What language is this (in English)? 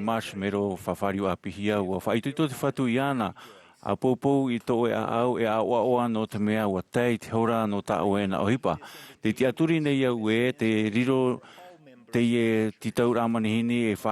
Tahitian